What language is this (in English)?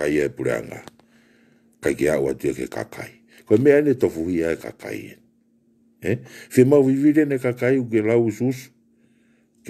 Tongan